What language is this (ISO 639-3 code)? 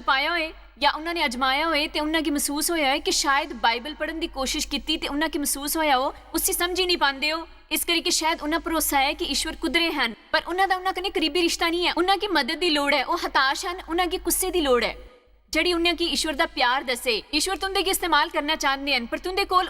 doi